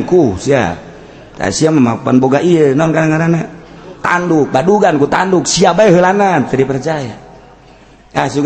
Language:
Sundanese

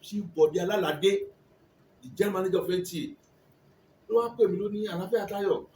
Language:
Yoruba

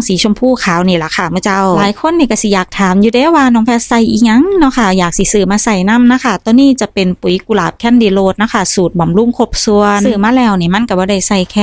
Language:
Northeastern Thai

